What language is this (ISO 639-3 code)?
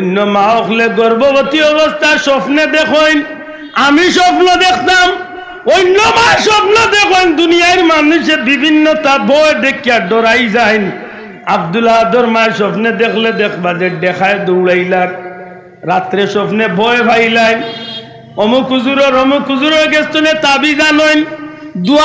syl